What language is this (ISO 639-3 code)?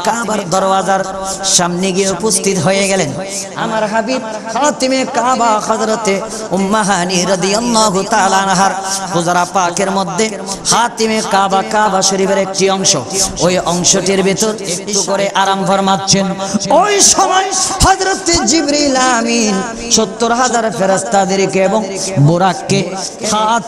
ben